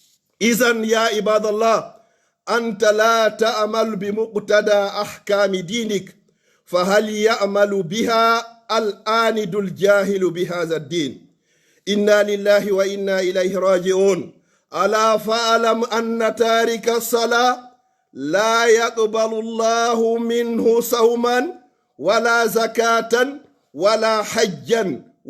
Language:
Pular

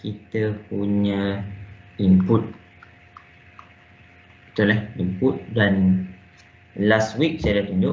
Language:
Malay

